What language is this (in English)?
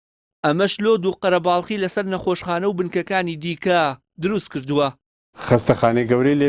Central Kurdish